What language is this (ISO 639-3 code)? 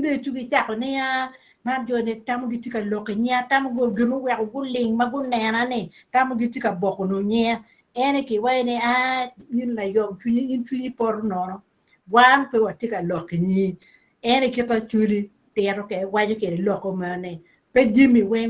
ach